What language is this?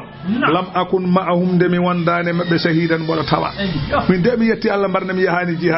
Fula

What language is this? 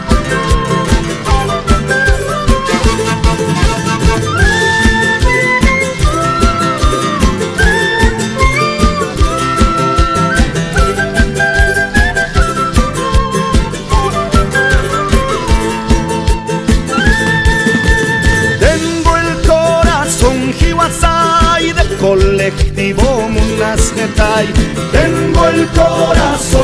Spanish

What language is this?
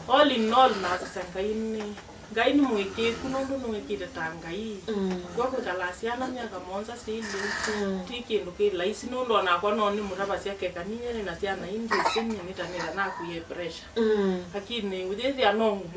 Kamba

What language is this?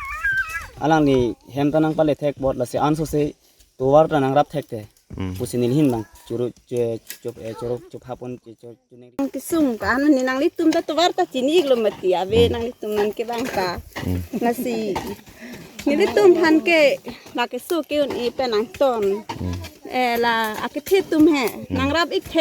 Karbi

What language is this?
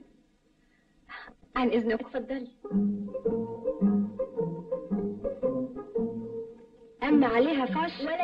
Egyptian Arabic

